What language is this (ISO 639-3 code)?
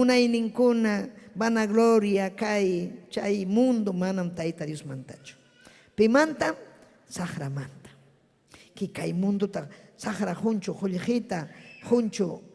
quy